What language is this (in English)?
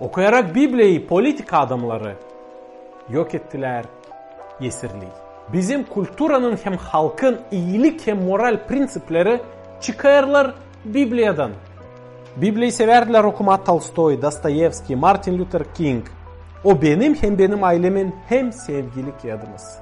Gagauz